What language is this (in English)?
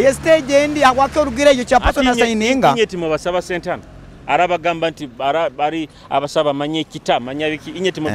Nyoro